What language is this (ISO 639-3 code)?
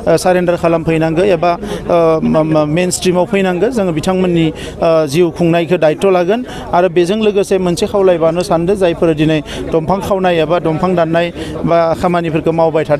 brx